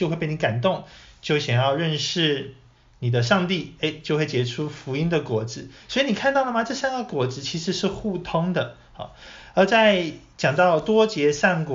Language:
Chinese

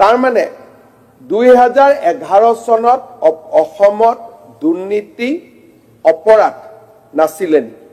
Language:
Assamese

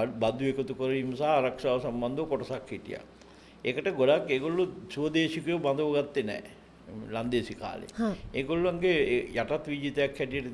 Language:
Sinhala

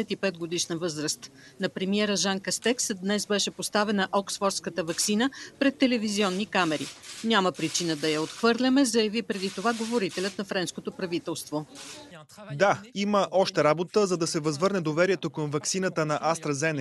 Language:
Bulgarian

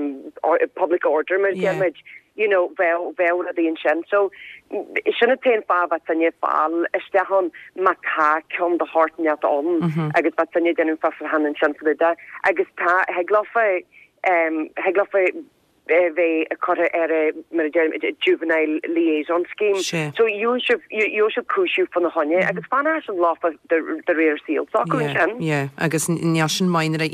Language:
Irish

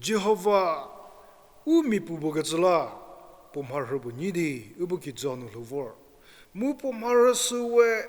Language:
Angami Naga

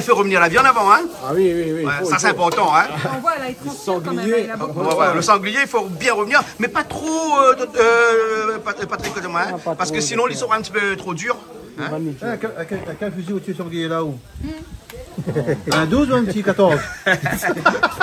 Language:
Réunion Creole French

